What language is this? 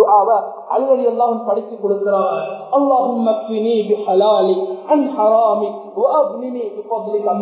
Tamil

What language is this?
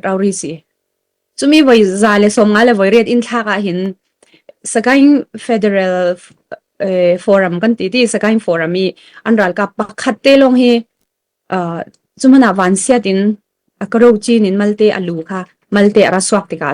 Falam Chin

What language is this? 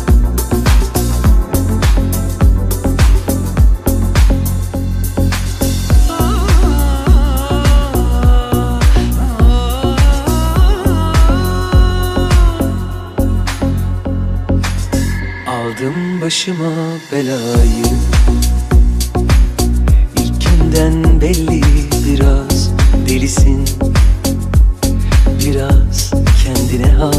Turkish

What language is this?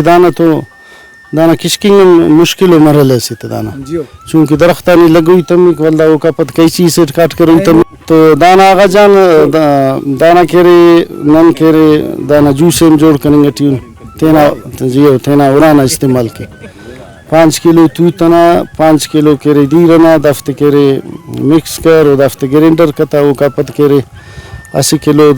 Brahui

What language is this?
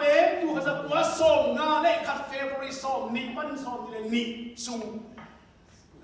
Tedim Chin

